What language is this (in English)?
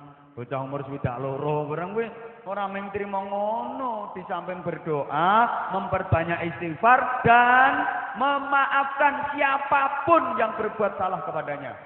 Javanese